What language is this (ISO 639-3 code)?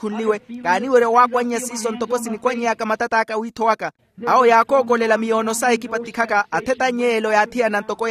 vmw